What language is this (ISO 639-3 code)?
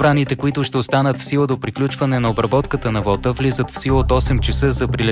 bul